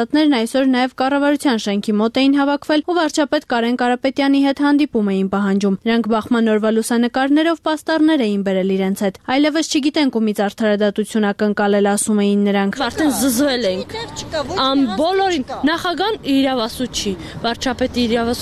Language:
Armenian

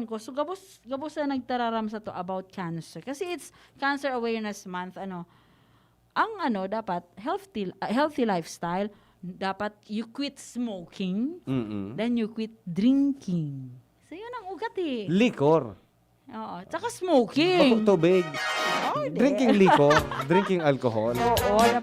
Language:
Bikol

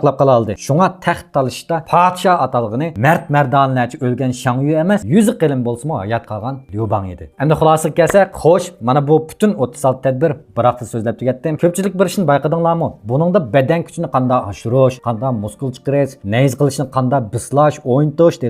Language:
Uyghur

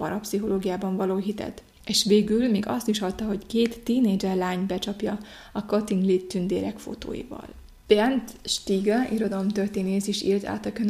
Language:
Hungarian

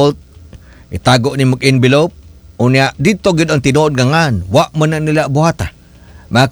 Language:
Cebuano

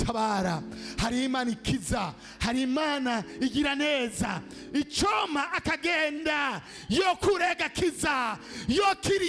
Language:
Rundi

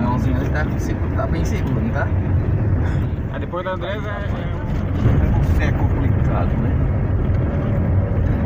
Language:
Portuguese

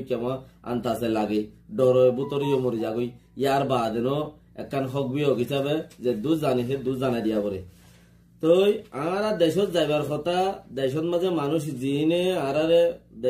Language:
Rohingya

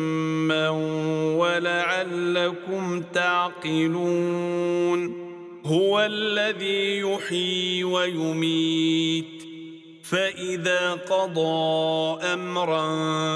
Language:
Arabic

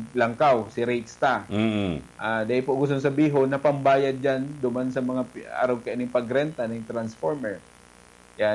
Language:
Bikol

